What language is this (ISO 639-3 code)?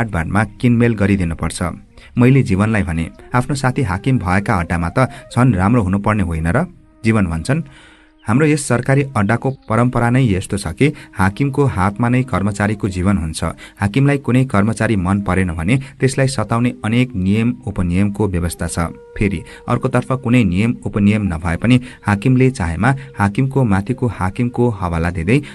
nep